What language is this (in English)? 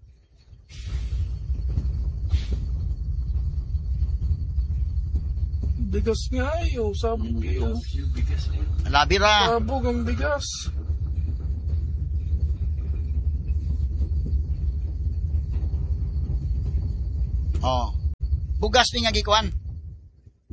Cebuano